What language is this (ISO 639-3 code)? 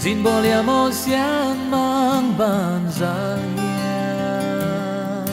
ctd